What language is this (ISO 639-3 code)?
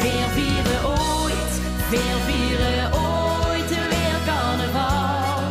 lim